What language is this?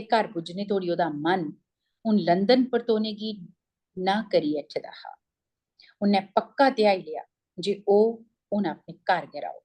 Dogri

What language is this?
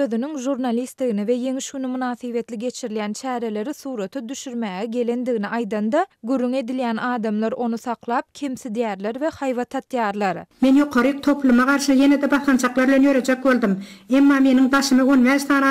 Turkmen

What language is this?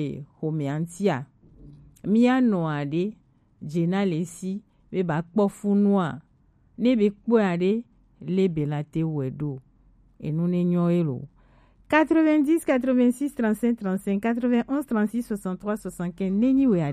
Gen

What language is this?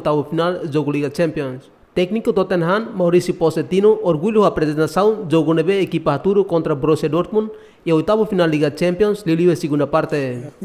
Tetum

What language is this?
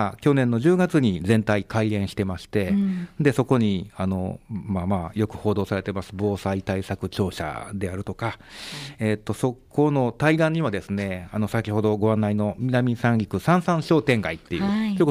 Japanese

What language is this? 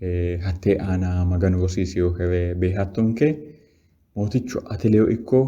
Sidamo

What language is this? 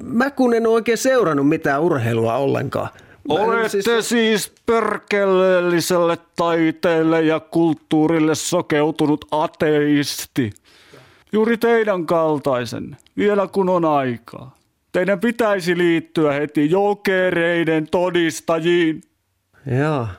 Finnish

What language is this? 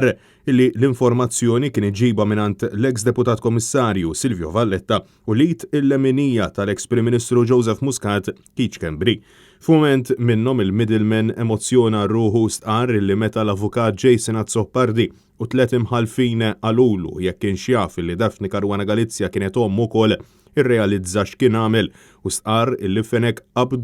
Maltese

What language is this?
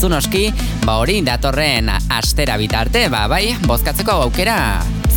Basque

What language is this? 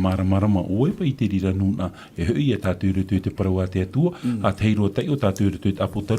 Tahitian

